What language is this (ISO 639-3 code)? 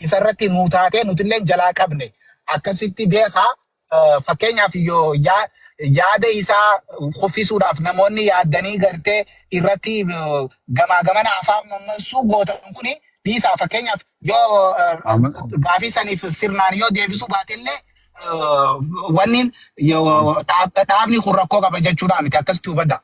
orm